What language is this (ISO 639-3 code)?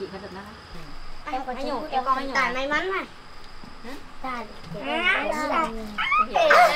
vie